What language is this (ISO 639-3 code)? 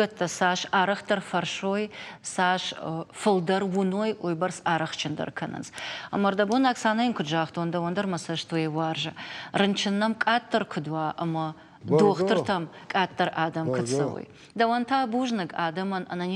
oss